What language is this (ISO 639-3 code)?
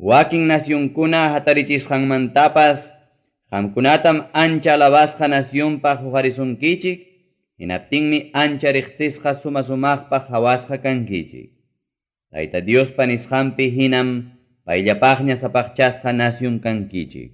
quy